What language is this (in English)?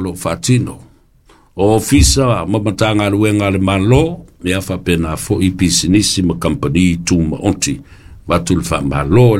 Samoan